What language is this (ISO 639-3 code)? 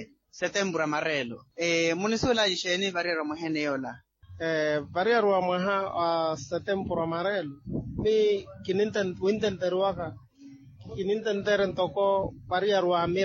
vmw